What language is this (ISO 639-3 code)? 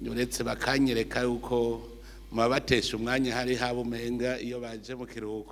run